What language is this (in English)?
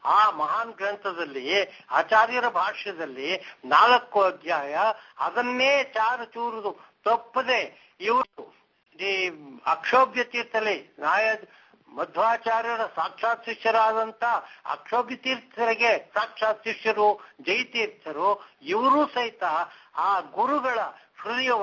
Kannada